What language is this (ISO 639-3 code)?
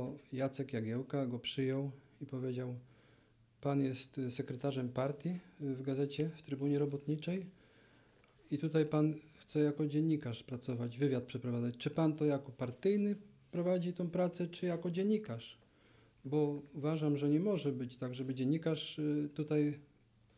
pol